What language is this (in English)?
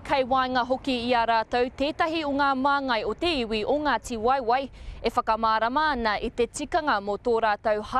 Māori